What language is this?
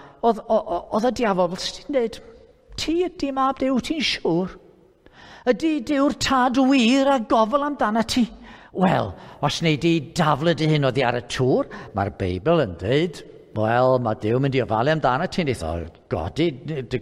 Welsh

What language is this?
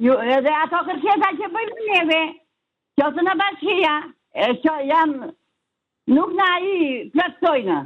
Albanian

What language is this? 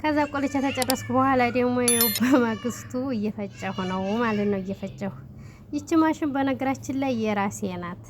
Amharic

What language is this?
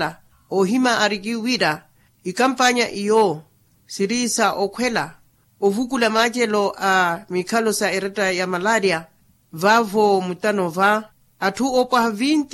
Makhuwa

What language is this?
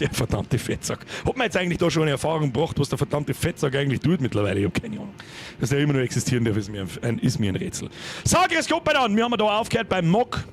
Bavarian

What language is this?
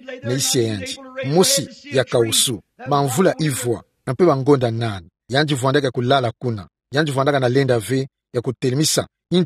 Kituba (Democratic Republic of Congo)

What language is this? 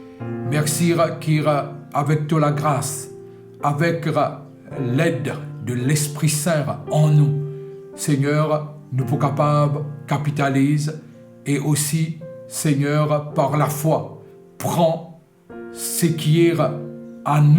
Morisyen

